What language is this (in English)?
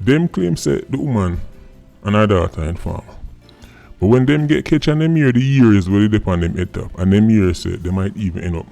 Jamaican Creole English